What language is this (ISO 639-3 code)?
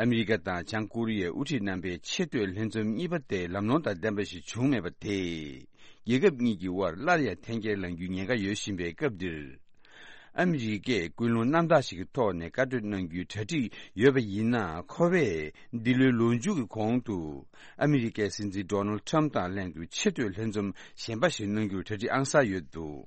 bod